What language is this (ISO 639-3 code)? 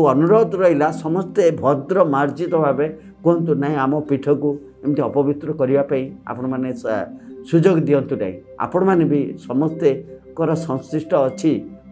ori